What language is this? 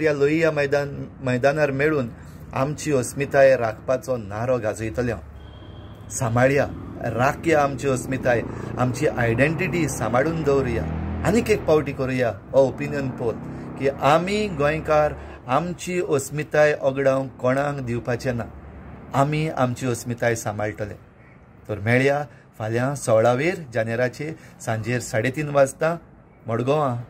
Konkani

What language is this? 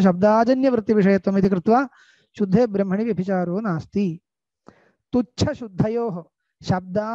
Sanskrit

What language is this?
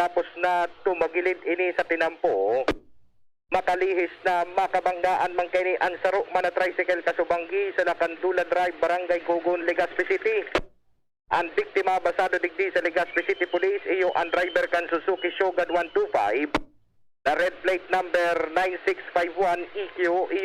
Bikol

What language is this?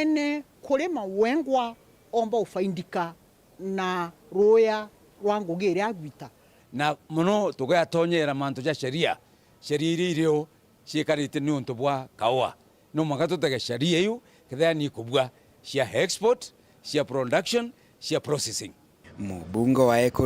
Meru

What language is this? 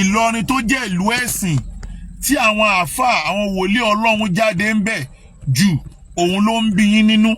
Yoruba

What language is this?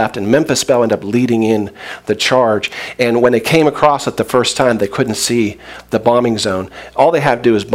English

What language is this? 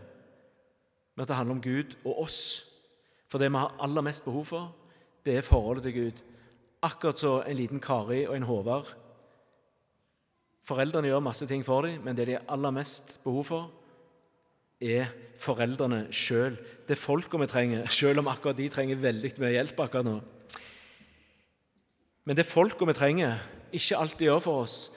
Norwegian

